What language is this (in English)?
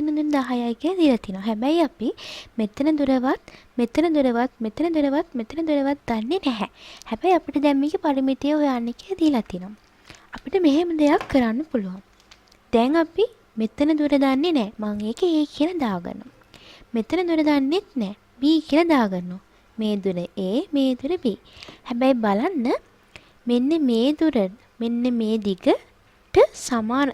Sinhala